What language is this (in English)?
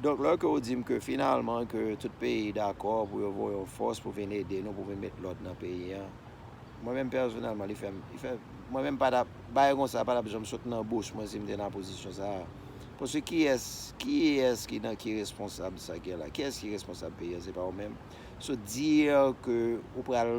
Haitian Creole